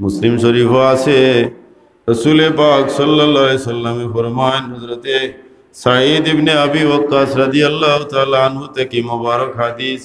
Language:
Sylheti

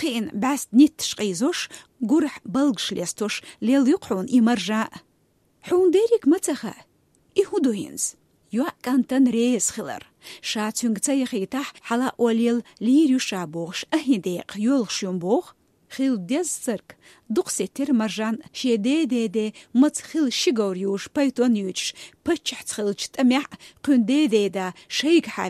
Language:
Chechen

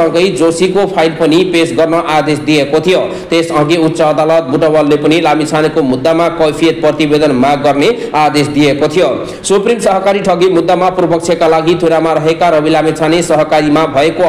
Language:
Nepali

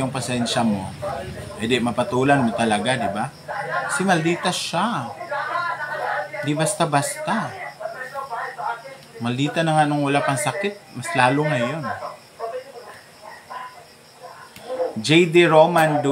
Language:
Filipino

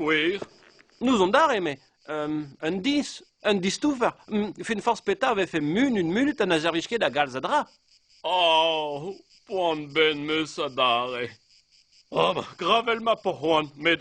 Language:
Breton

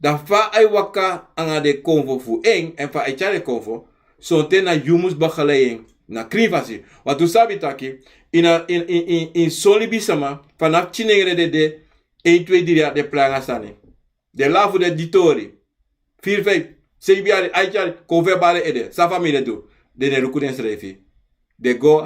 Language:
Sranan Tongo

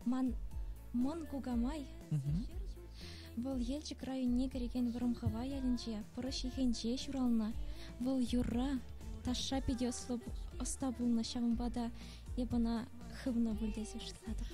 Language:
Chuvash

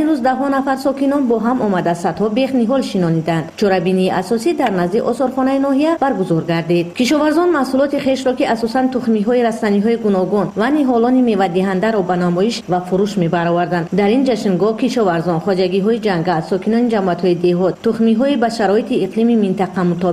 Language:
Tajik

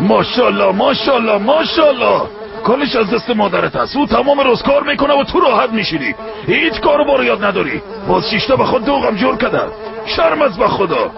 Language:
Tajik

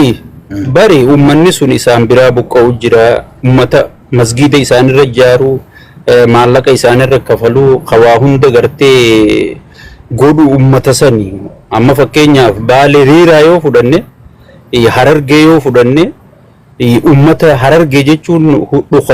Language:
Oromo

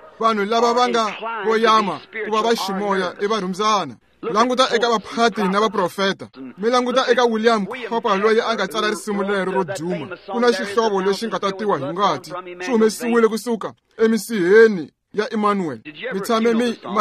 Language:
Tsonga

